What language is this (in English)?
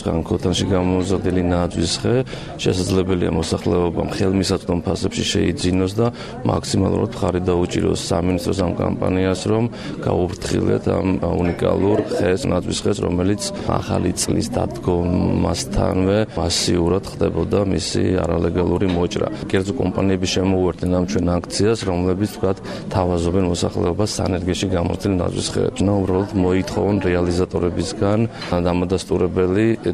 Georgian